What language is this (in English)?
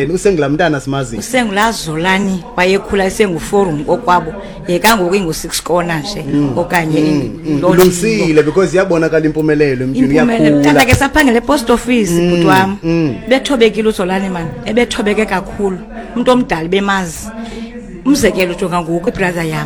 Xhosa